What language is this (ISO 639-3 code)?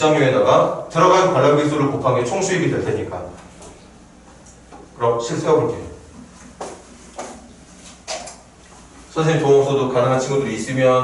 kor